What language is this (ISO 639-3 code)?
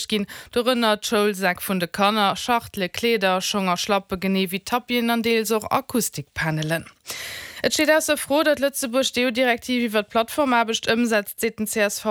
ltz